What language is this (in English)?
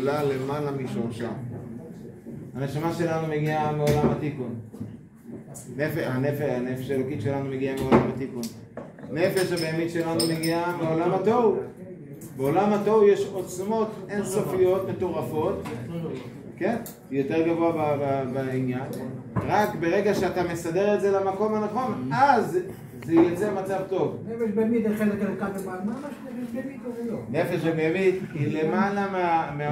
Hebrew